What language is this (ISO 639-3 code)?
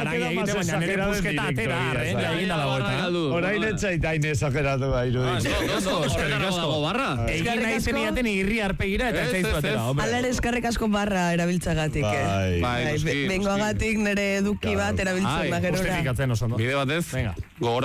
eus